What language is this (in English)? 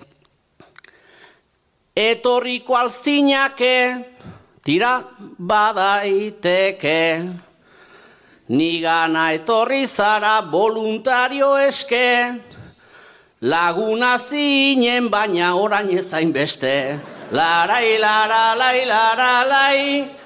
Basque